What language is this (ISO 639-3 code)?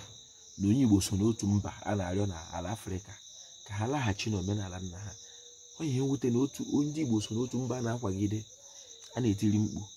ibo